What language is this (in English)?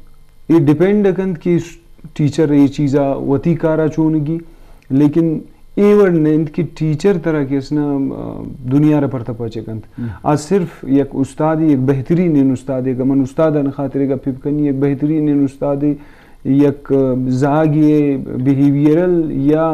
Eastern Balochi